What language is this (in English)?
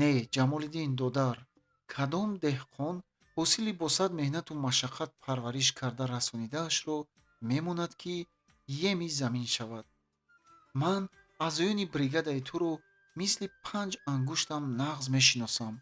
Tajik